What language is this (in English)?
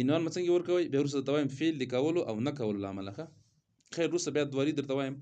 Pashto